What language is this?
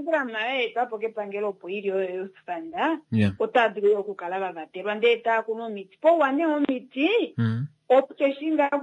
Kuanyama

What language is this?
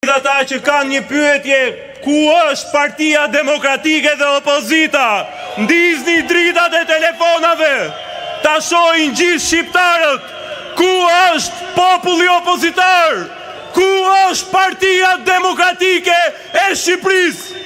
Albanian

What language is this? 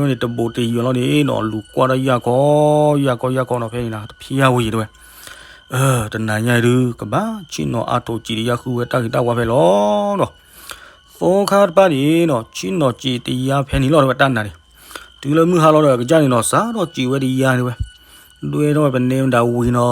S'gaw Karen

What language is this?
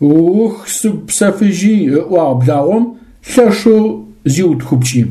Adyghe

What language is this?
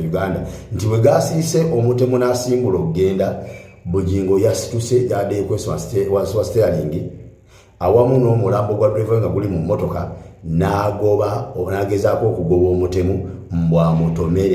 Ganda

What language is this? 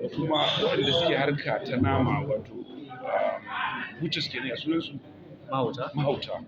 Hausa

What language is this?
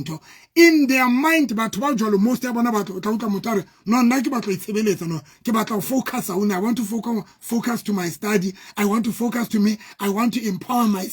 Southern Sotho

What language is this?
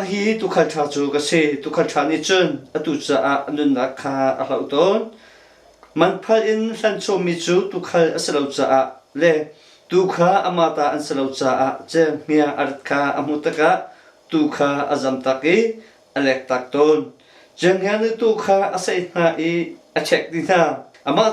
Hakha Chin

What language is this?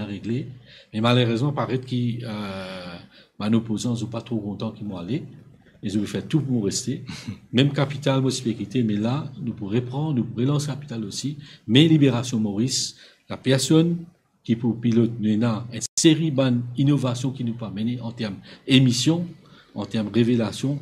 Morisyen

